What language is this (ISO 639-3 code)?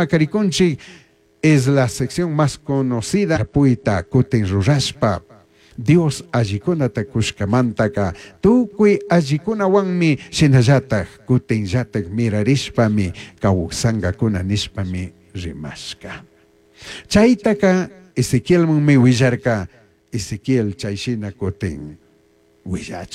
qug